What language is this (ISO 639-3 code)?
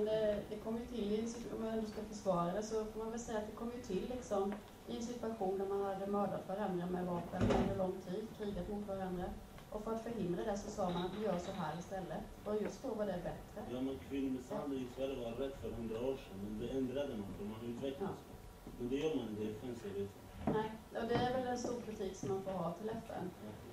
swe